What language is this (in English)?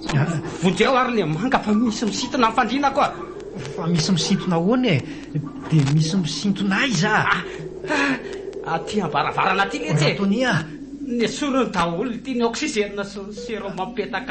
Malagasy